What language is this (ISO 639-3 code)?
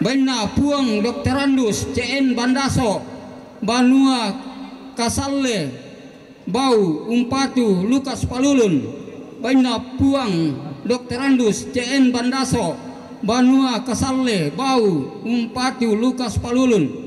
sda